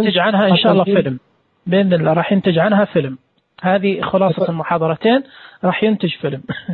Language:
Najdi Arabic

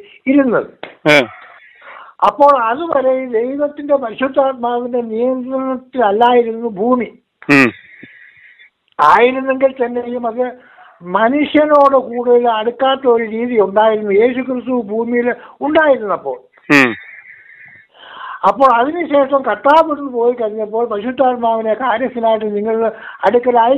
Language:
Malayalam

